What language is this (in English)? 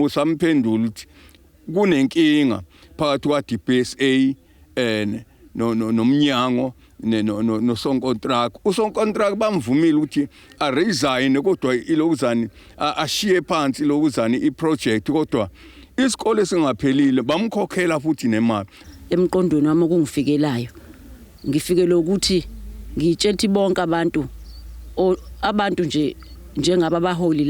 Zulu